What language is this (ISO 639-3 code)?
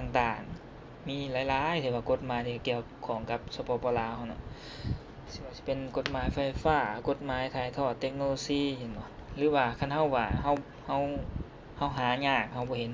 lao